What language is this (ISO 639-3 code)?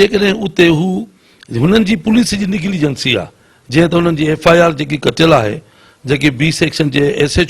snd